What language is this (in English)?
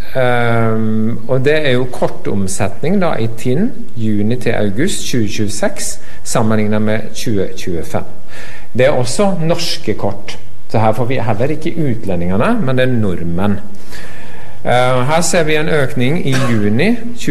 Norwegian